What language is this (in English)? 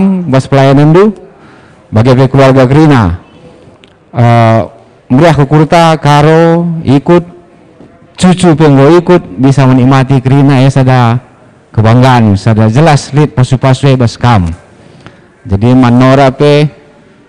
Batak Karo